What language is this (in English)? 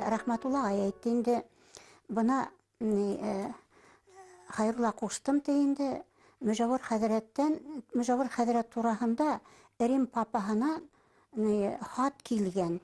Bashkir